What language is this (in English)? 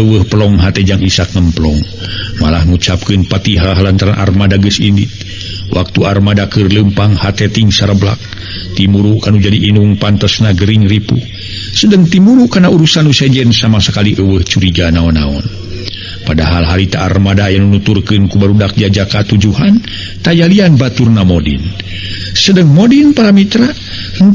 Sundanese